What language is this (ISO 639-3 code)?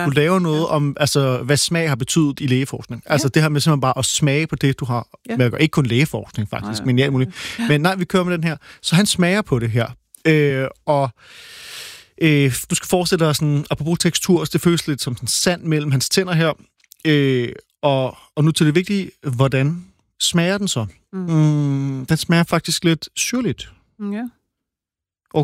dan